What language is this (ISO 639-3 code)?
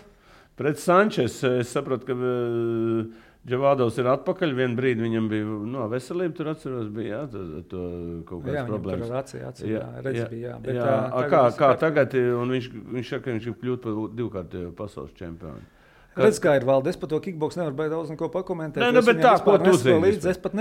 lav